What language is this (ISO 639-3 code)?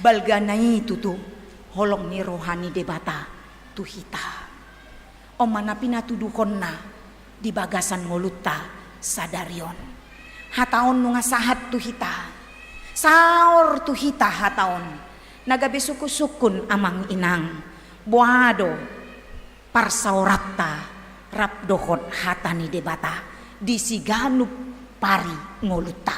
bbc